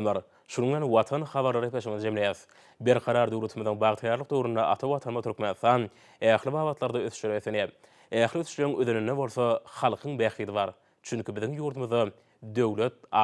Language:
Turkmen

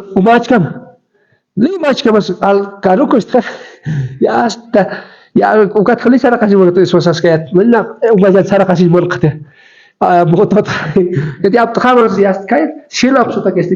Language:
Aymara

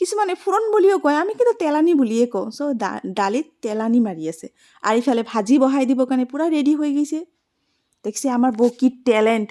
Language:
Assamese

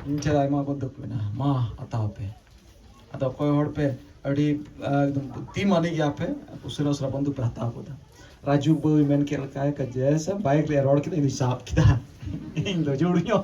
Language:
Santali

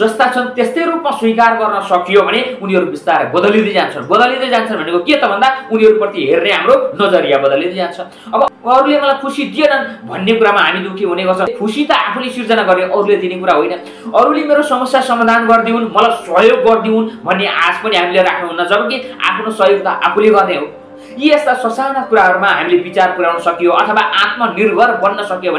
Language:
Nepali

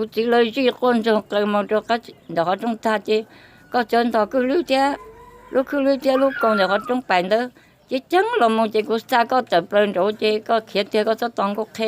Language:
Hmong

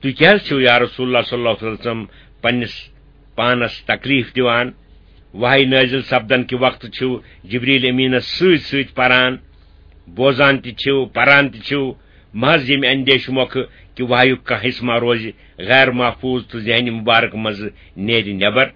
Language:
Kashmiri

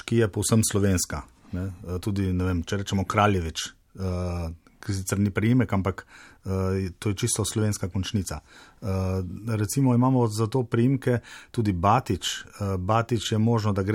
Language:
Slovenian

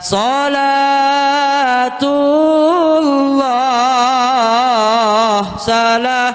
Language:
Sasak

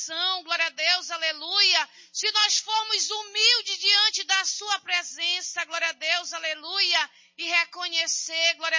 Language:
Portuguese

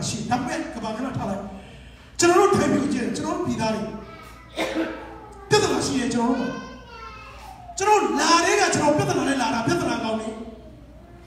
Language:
Burmese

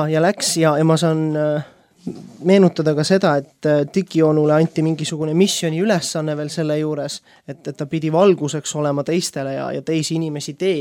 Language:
Estonian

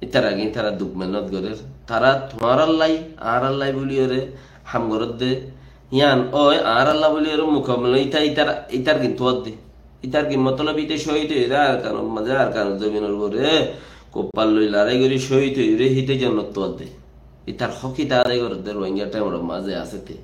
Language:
Rohingya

